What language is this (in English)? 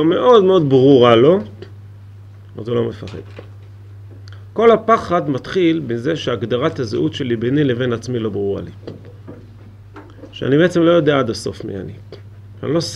Hebrew